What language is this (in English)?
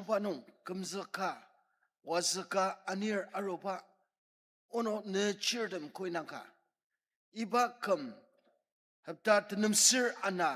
Ao Naga